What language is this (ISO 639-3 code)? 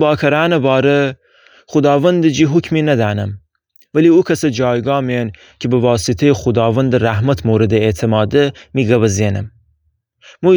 glk